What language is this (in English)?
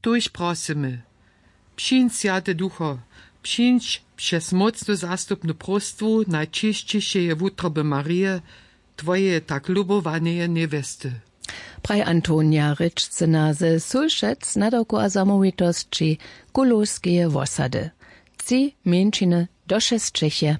Upper Sorbian